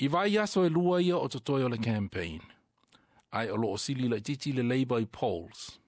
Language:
Samoan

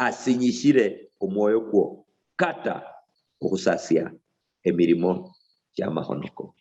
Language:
Luyia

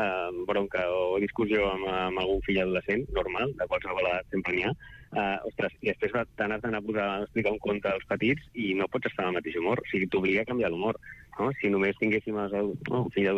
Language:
Catalan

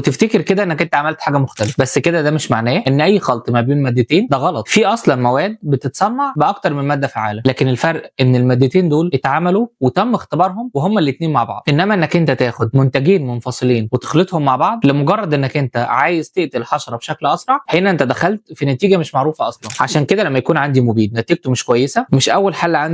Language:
Egyptian Arabic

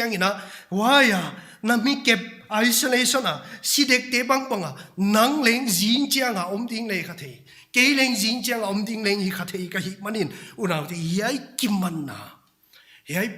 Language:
Paite Chin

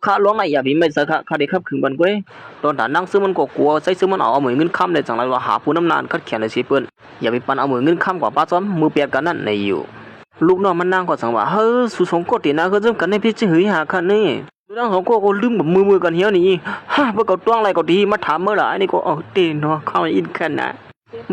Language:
Shan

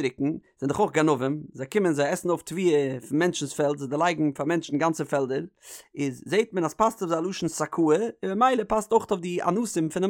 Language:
Yiddish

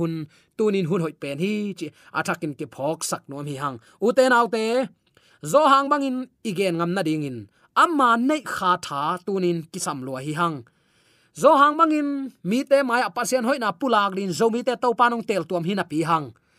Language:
Tedim Chin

